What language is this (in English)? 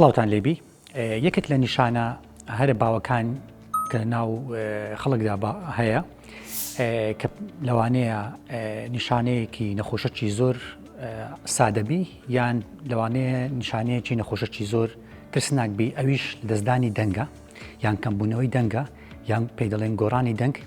Central Kurdish